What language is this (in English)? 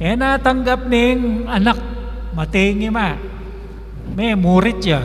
Pampanga